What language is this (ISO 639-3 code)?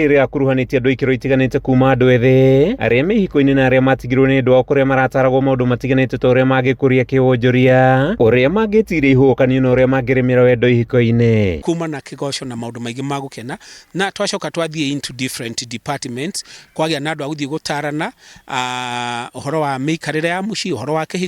kik